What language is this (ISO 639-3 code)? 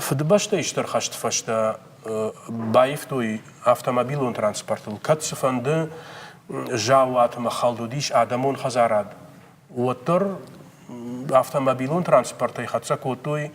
oss